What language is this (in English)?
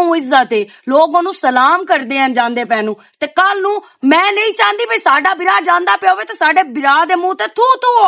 Western Panjabi